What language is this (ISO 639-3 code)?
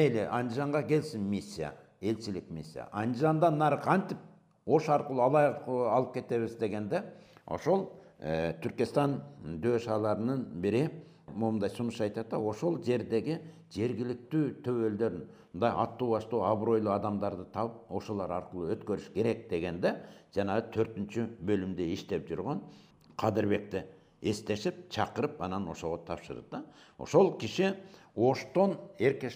kir